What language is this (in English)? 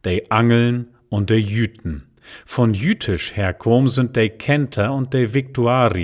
Low German